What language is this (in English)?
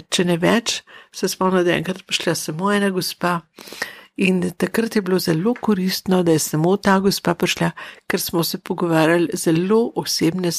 Slovenian